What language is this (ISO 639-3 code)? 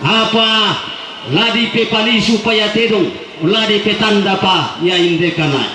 sda